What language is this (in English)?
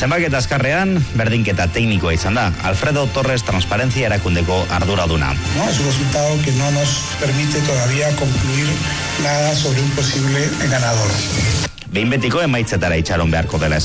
Basque